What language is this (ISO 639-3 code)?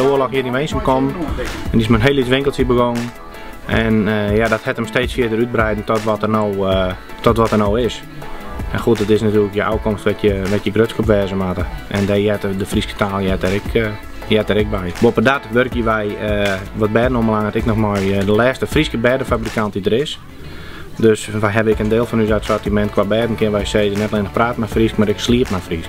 fry